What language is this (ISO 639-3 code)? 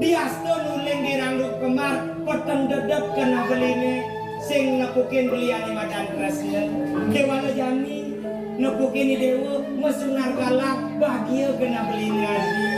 ban